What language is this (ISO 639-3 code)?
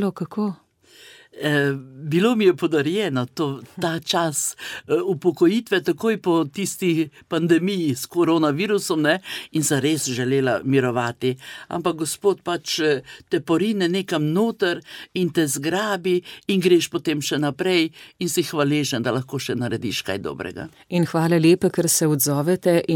slv